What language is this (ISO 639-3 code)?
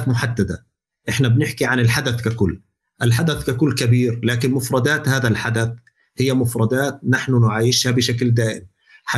apc